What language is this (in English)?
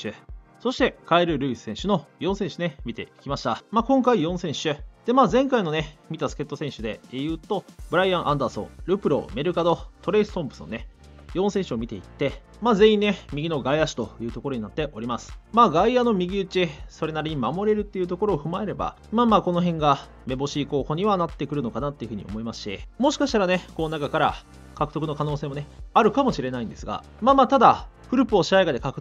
Japanese